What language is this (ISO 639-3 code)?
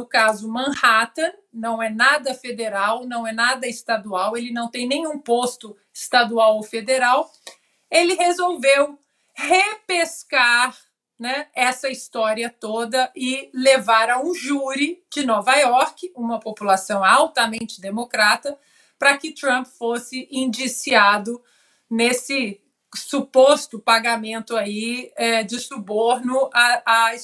por